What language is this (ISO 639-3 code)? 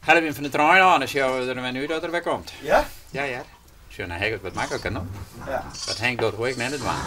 fry